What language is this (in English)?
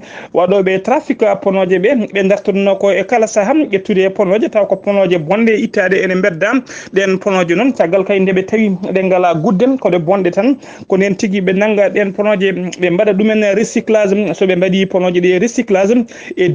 Fula